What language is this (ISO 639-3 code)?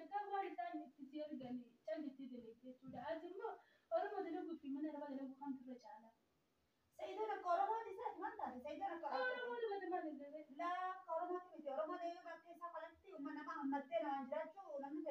orm